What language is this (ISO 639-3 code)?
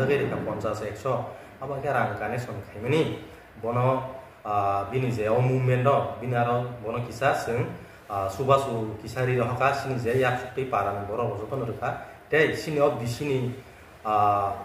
trp